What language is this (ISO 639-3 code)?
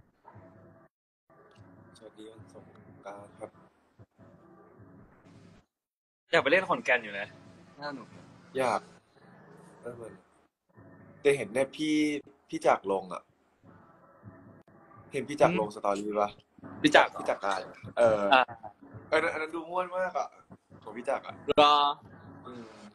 tha